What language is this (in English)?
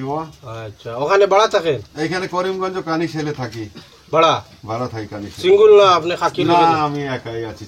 Sylheti